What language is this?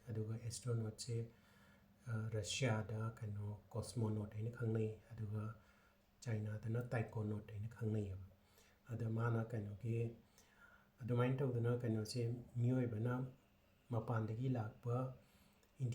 Manipuri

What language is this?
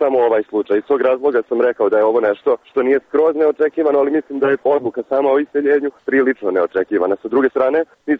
Serbian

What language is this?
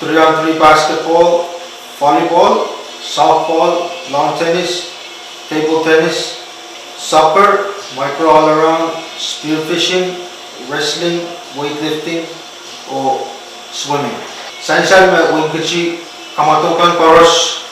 Pohnpeian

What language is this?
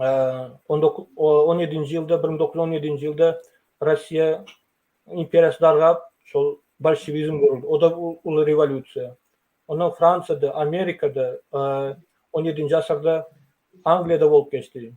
Turkmen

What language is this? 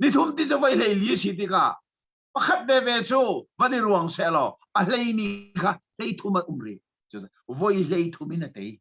Hakha Chin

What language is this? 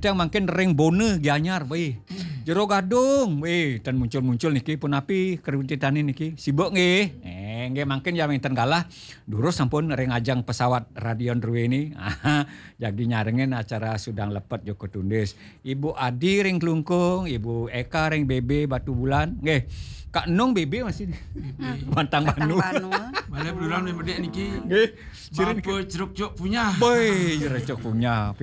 Balinese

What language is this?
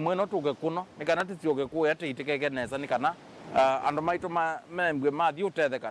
Kamba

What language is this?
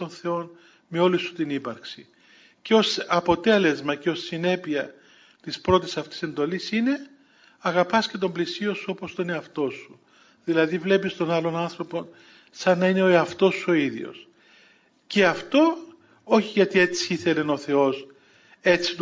Greek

